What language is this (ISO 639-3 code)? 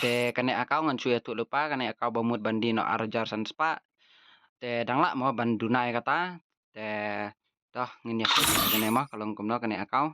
kha